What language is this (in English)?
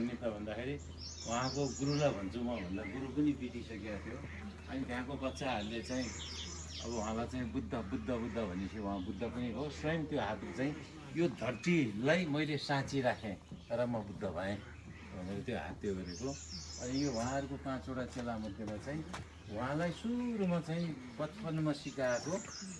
Nepali